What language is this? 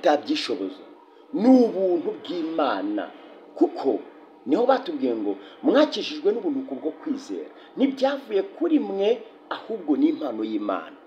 Kinyarwanda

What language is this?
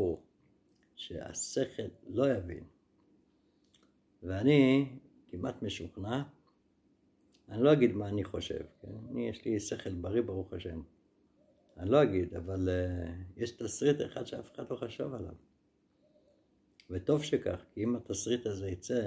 Hebrew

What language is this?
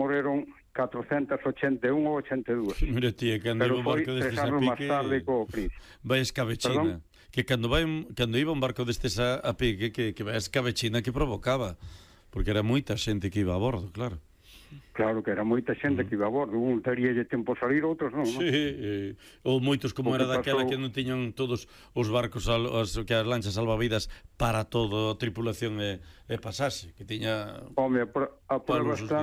Galician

